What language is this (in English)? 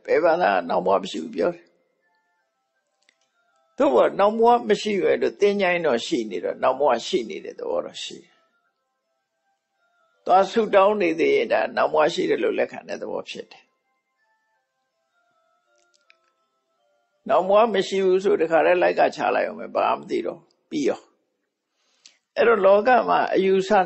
Burmese